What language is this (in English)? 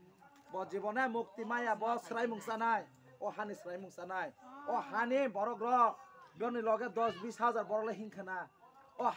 Kok Borok